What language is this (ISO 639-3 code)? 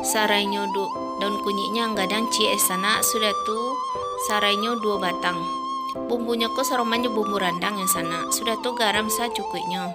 min